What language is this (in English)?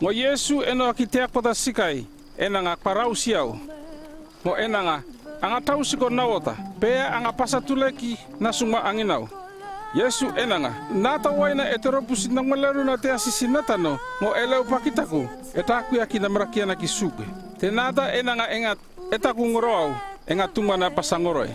North Efate